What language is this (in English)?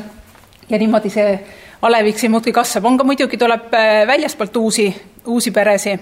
Estonian